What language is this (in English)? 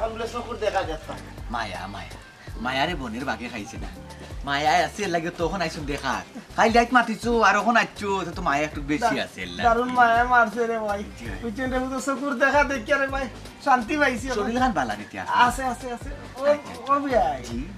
Sylheti